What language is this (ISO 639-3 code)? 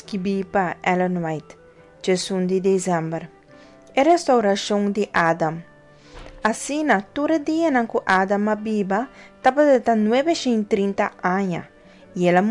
pap